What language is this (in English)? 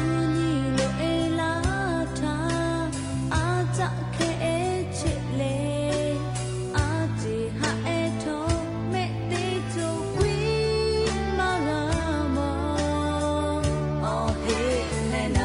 Lahu